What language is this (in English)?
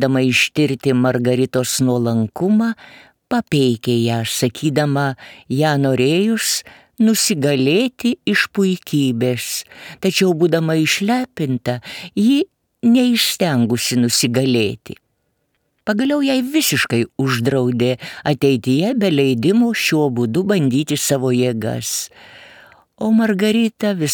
Lithuanian